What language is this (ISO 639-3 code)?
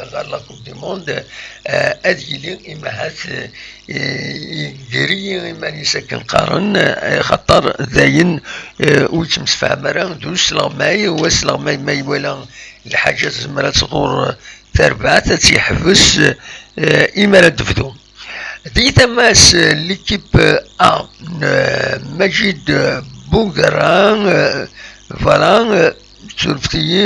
kab